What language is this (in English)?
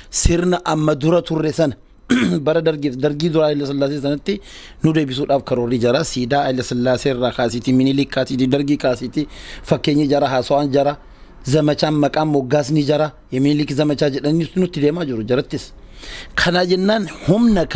Oromo